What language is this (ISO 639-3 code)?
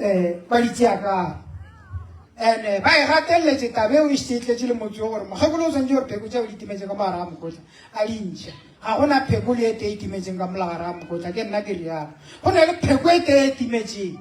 nso